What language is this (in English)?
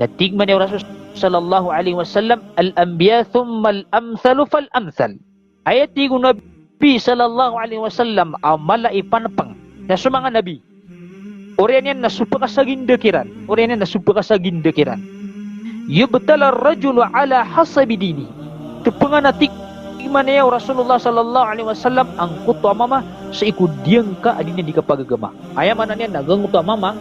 Maranao